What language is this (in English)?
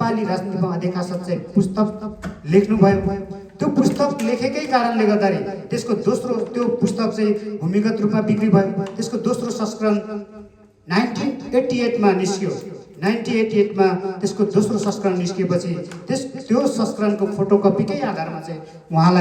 Nepali